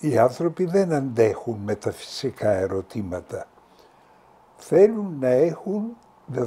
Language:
Greek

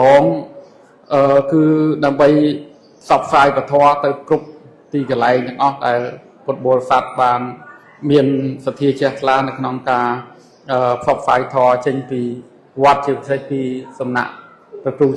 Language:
Khmer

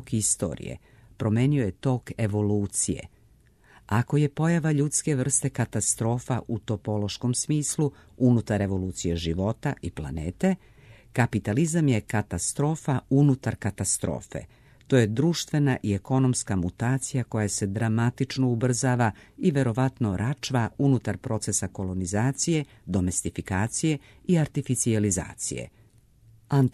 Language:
Serbian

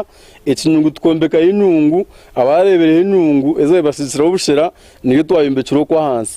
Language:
Nyankole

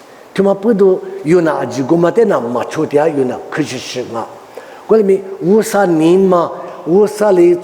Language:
Lisu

